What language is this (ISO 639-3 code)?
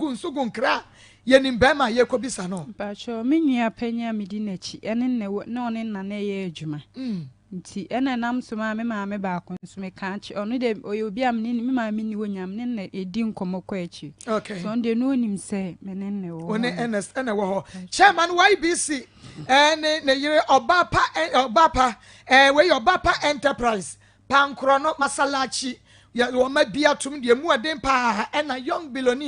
aka